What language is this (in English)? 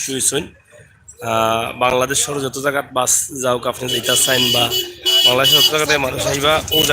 Sylheti